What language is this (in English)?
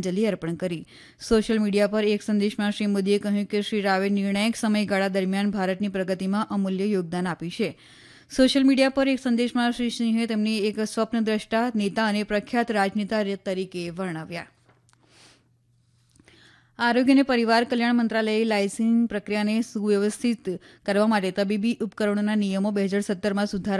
Gujarati